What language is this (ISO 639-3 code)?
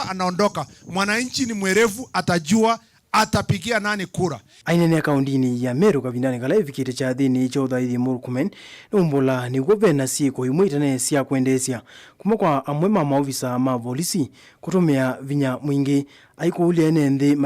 kam